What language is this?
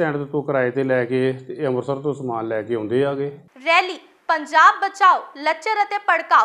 Punjabi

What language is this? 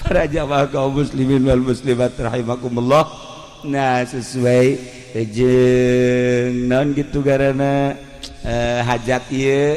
Sundanese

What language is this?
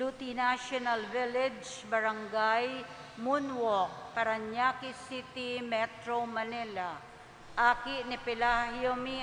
Bikol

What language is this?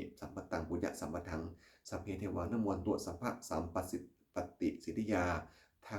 Pali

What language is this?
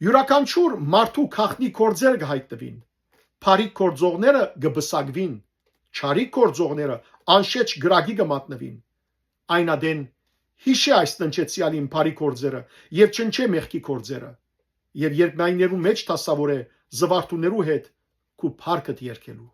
Western Armenian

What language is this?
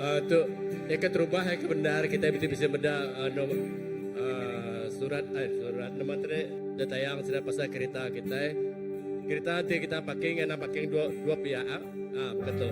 Iban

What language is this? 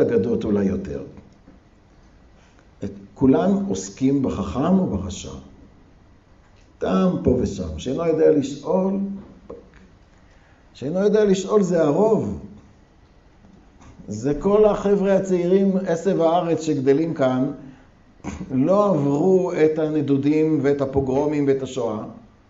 Hebrew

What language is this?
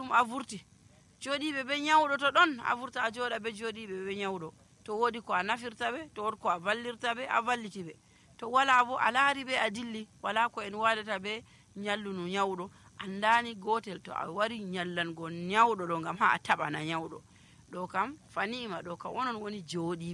Nigerian Fulfulde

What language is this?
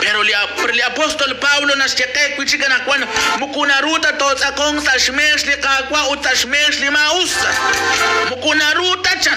Kekchí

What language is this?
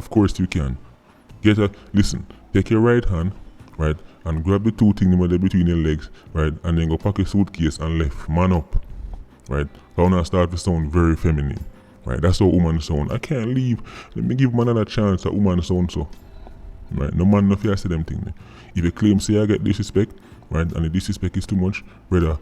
Jamaican Creole English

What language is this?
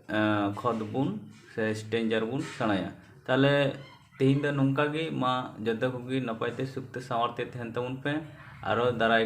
Santali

